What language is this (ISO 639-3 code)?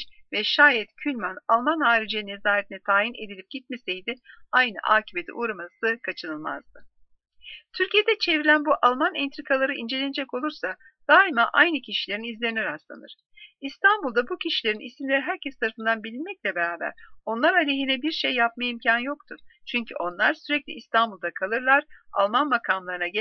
tur